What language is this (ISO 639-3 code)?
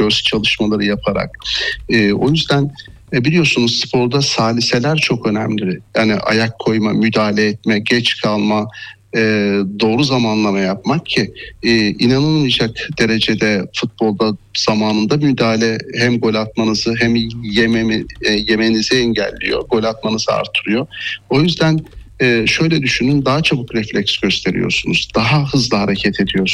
tur